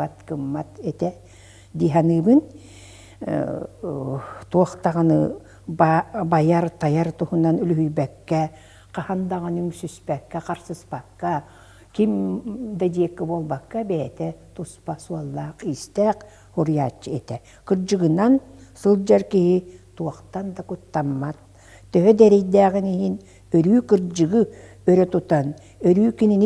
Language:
Yakut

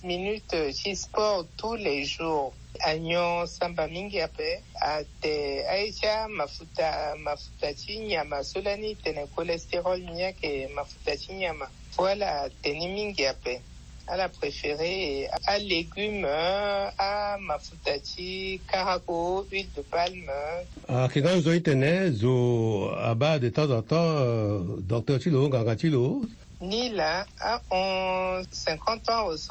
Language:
Sango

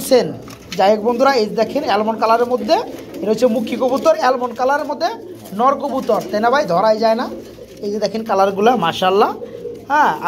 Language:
Bangla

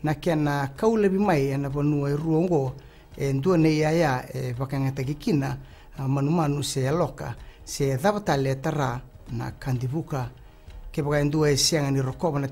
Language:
Fijian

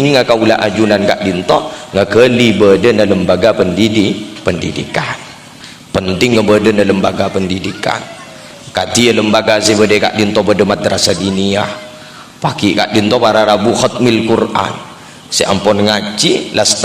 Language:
Madurese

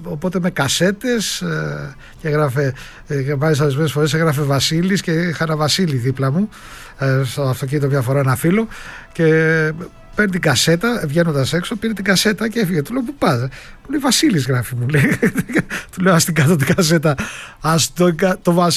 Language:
Greek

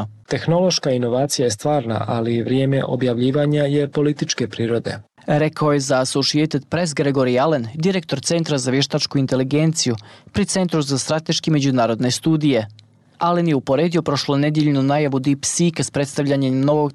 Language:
Bosnian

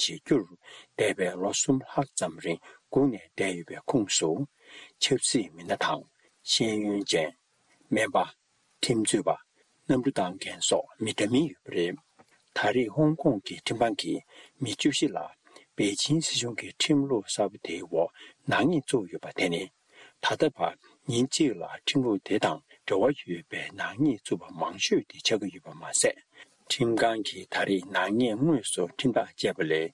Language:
Tibetan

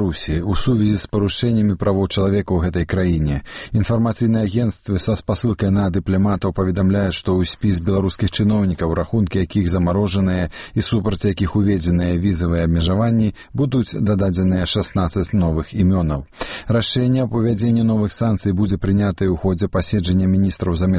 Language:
Belarusian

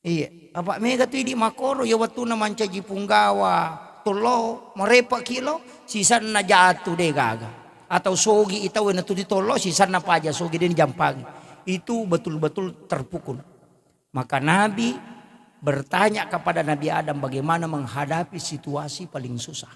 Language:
Buginese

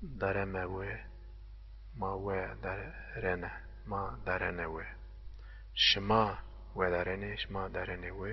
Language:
Zaza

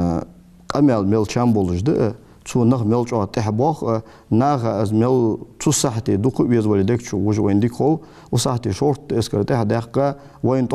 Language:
Ingush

